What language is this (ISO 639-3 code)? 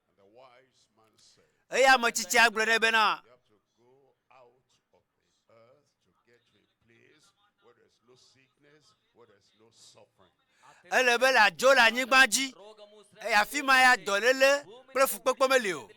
ewe